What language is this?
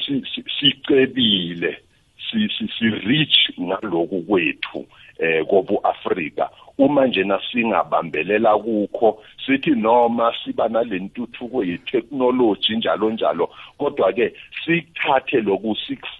South Ndebele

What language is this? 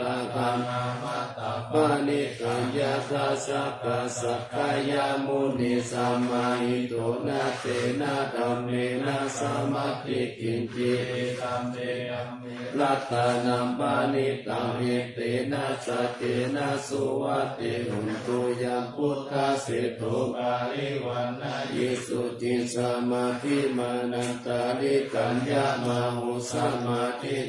Pali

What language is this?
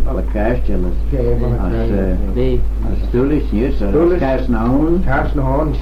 Manx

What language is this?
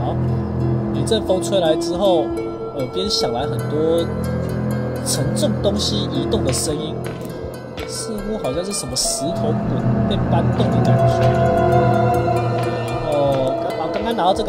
Chinese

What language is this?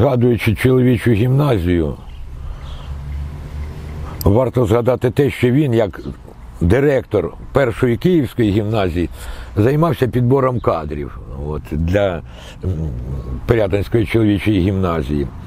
Ukrainian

